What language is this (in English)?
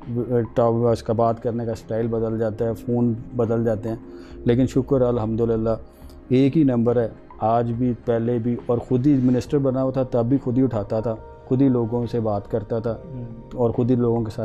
Urdu